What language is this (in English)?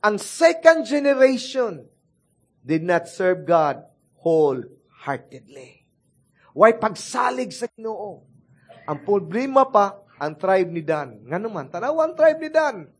Cebuano